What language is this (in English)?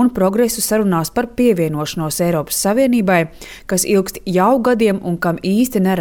Latvian